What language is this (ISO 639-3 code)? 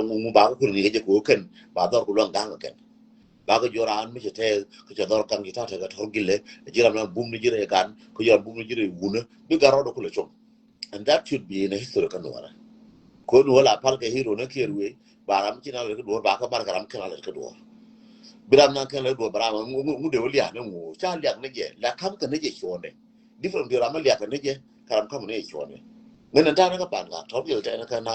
nus